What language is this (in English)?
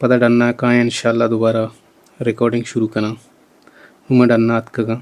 Baluchi